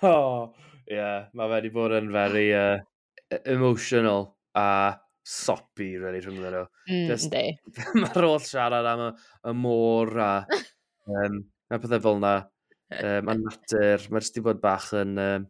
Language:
Welsh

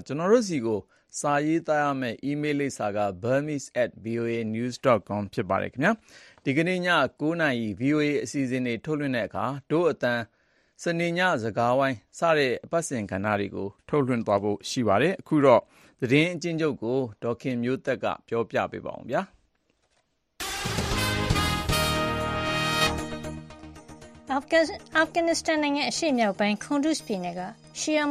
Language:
Burmese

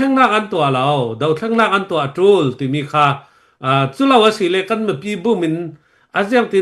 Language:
Falam Chin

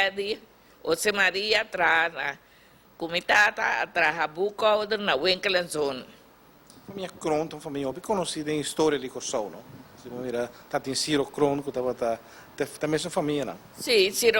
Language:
Papiamento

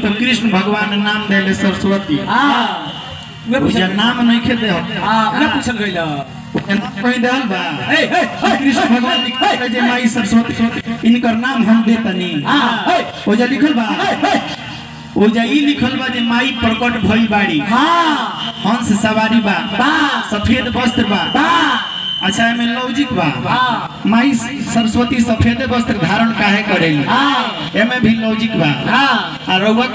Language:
Bhojpuri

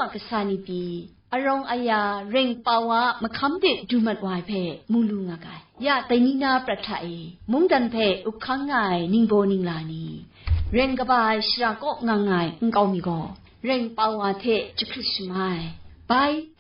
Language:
Kachin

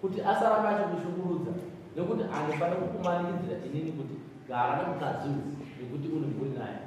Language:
Shona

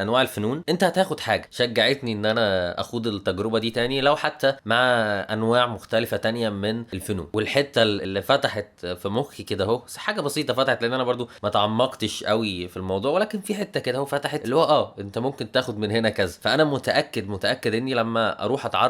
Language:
Egyptian Arabic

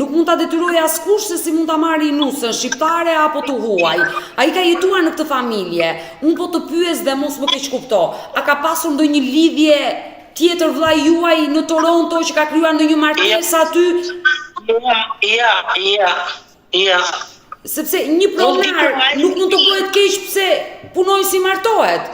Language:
Albanian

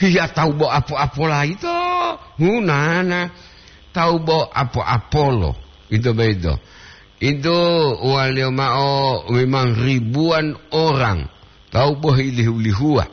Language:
Gorontalo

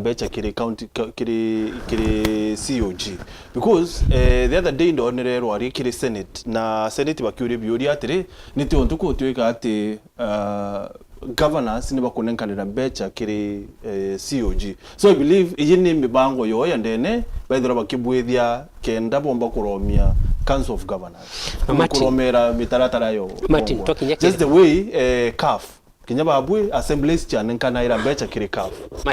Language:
Meru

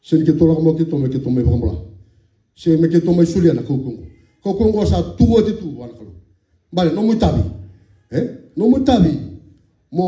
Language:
Fijian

